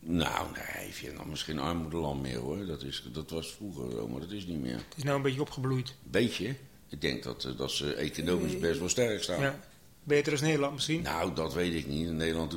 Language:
Dutch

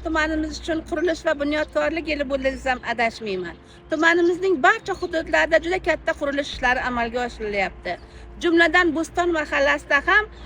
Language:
Uzbek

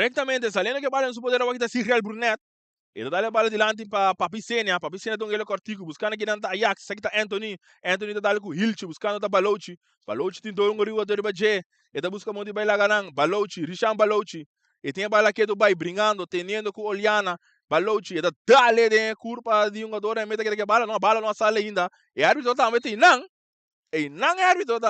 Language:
Papiamento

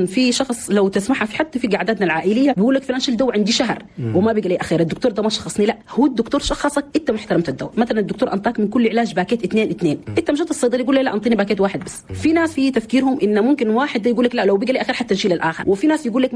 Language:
Chadian Arabic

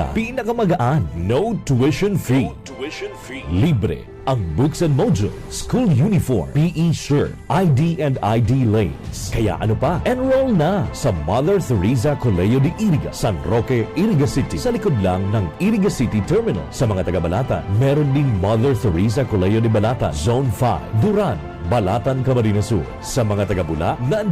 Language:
Bikol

